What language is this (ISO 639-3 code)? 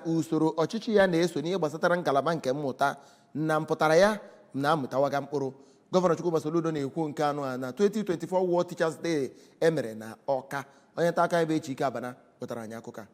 ibo